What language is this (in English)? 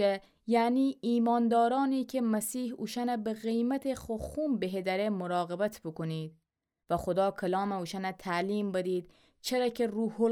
Gilaki